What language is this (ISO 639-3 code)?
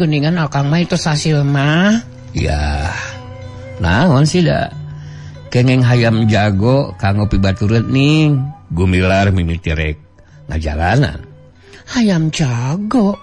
sun